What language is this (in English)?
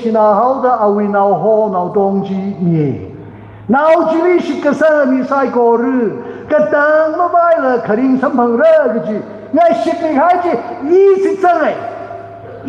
Tangkhul Naga (India)